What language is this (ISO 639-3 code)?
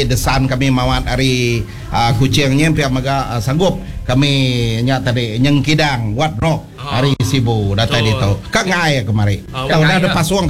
iba